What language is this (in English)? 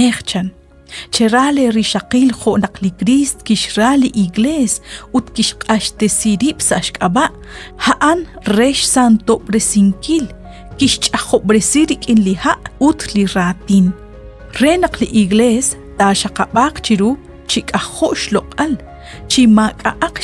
Kekchí